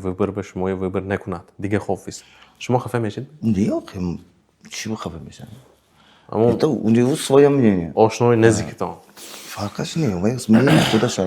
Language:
Tajik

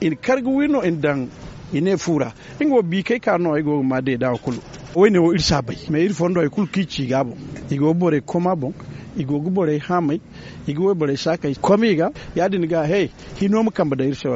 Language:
Zarma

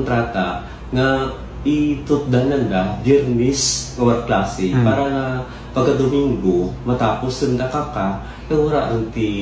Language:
Kinaray-a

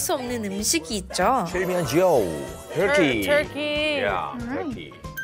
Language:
Korean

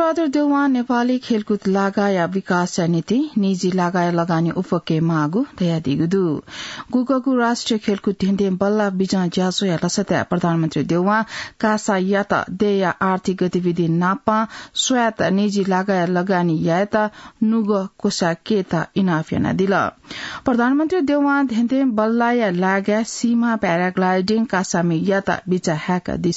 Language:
Newari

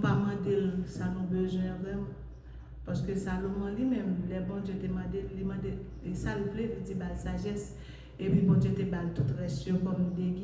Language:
Haitian Creole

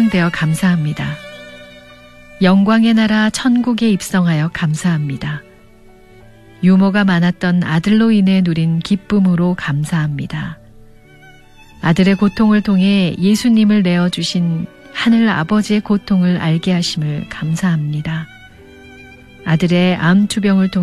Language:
Korean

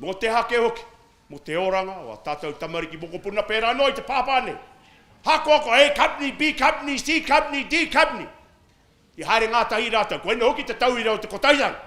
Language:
Māori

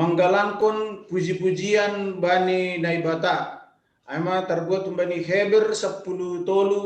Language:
Batak Simalungun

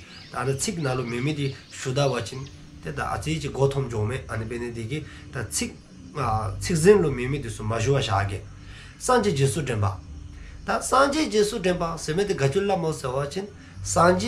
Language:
Dzongkha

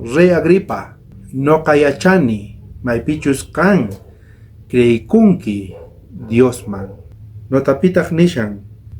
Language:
South Bolivian Quechua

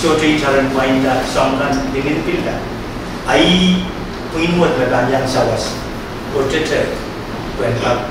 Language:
Pohnpeian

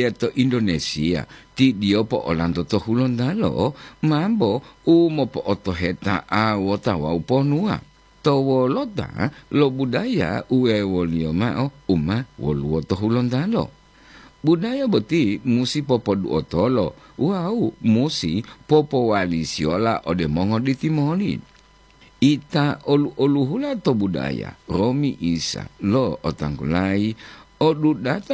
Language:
Gorontalo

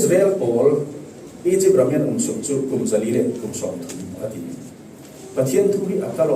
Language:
Falam Chin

